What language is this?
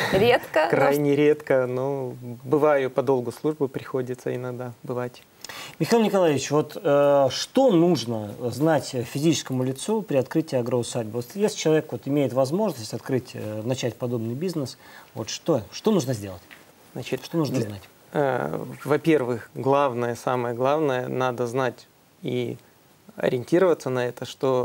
Russian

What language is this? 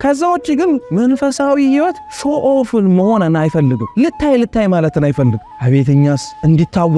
Amharic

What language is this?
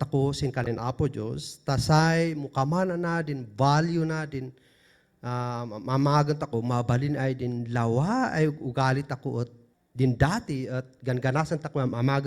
Kankanaey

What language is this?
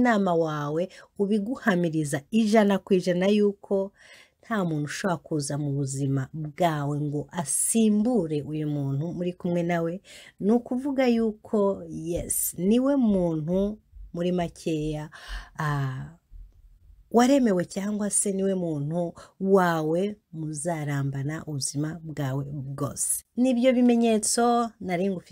Kinyarwanda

